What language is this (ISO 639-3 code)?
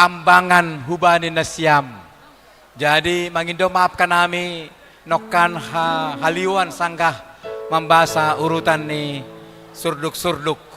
bts